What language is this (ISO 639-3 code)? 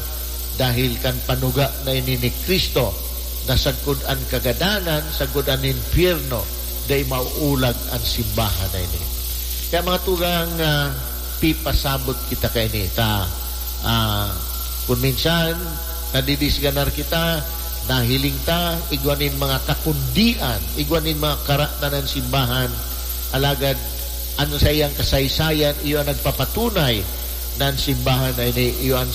bik